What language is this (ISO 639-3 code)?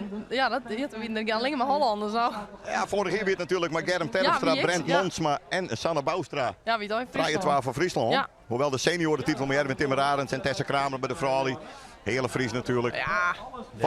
fry